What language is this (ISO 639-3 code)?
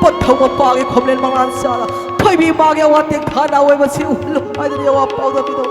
mni